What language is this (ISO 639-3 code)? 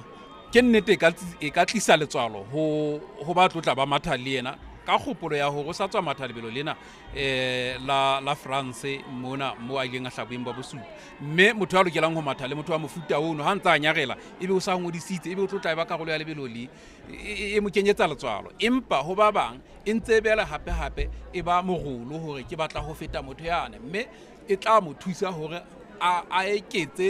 sot